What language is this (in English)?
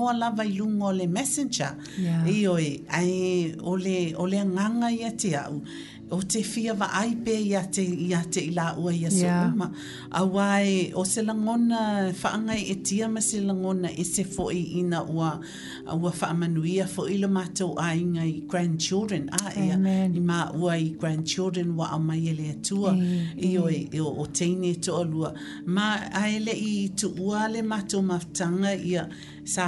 Samoan